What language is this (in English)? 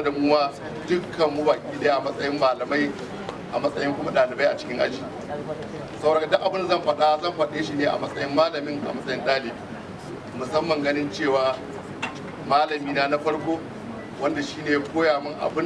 Hausa